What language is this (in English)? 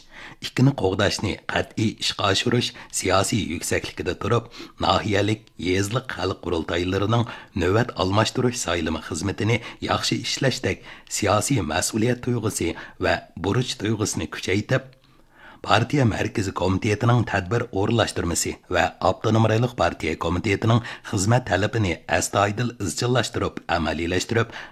Uyghur